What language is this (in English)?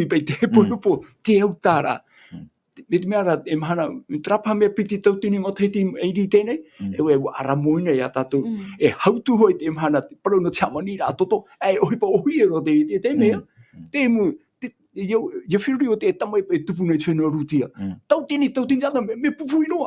Tahitian